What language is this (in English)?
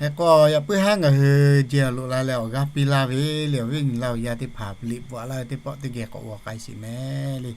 Lahu